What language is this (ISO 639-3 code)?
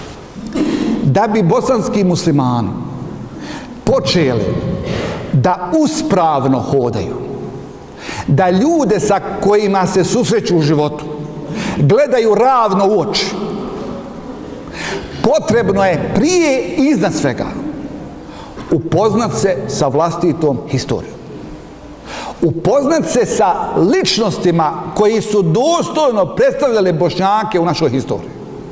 bos